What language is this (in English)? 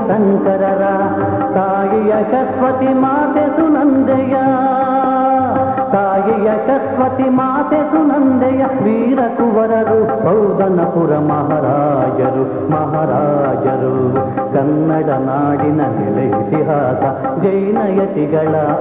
Kannada